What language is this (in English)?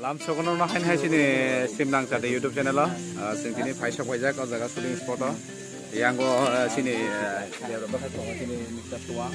Kok Borok